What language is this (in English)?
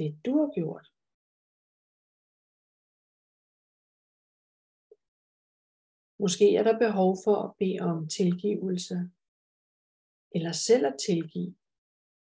Danish